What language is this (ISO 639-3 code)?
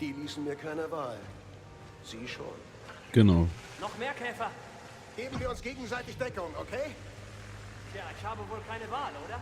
gsw